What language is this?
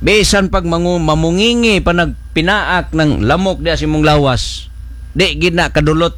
Cebuano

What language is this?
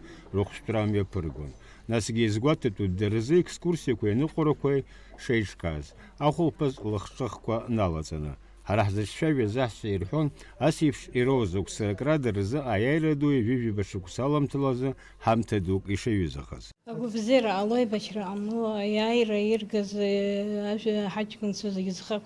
Abkhazian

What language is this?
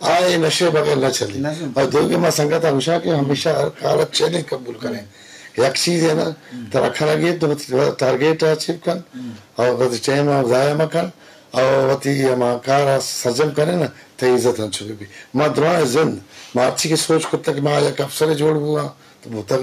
Eastern Balochi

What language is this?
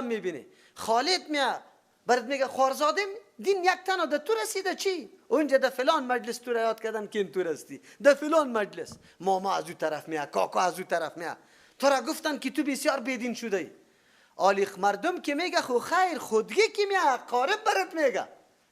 Persian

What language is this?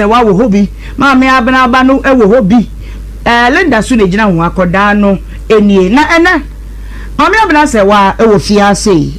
Akan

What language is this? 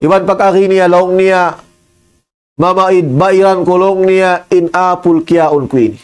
Tausug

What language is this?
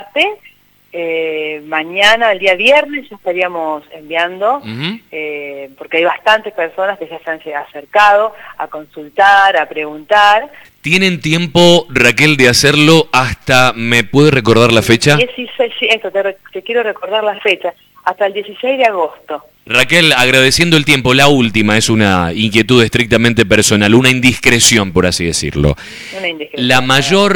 Spanish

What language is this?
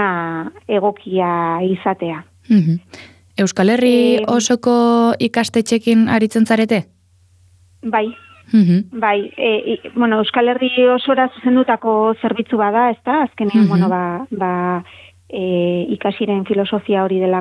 Basque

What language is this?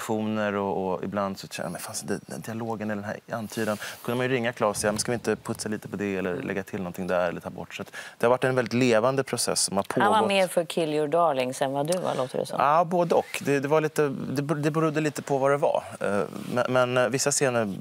Swedish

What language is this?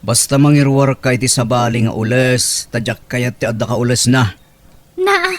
Iloko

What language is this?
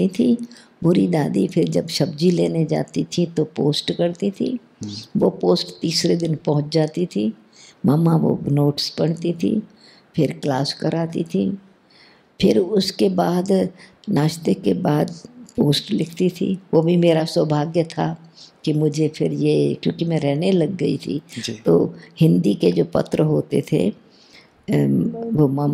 Hindi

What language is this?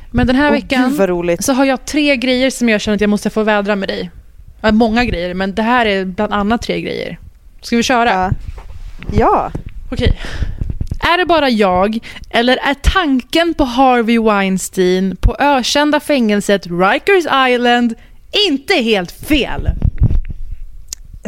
Swedish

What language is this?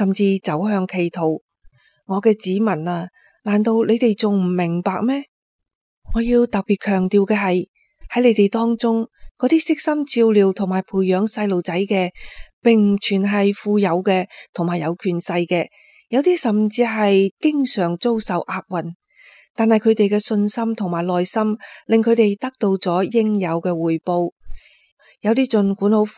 Cantonese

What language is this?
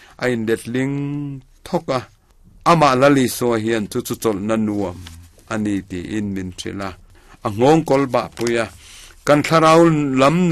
Mizo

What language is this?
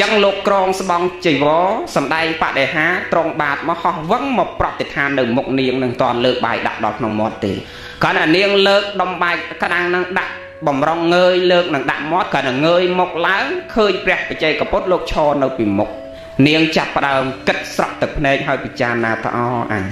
Khmer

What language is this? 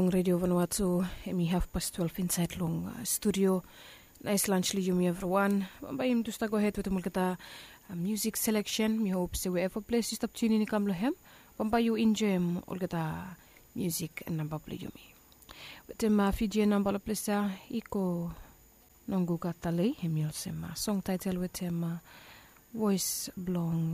Bislama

